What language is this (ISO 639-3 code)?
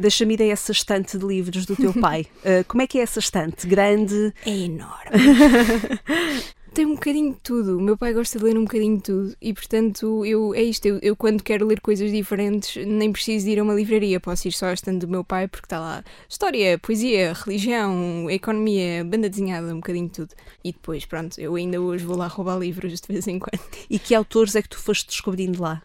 por